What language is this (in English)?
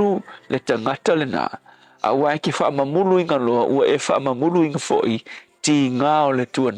Samoan